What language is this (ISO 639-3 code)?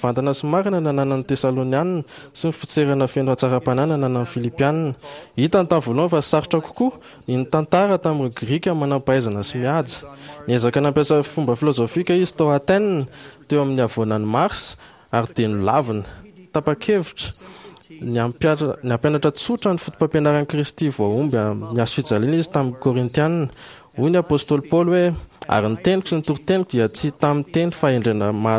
mlg